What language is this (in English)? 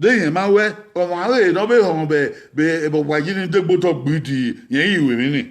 Bini